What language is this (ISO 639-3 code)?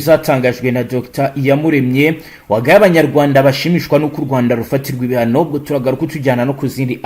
kin